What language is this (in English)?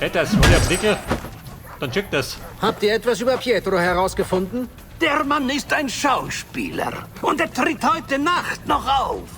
Bavarian